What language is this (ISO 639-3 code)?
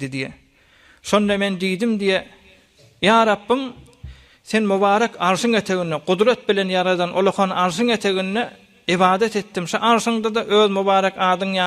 tuk